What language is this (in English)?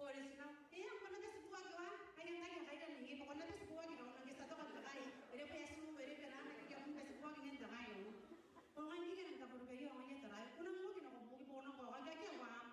Gilbertese